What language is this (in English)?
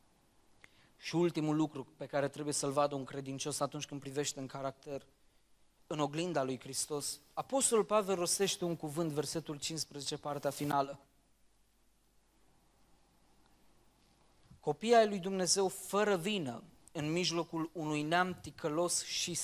Romanian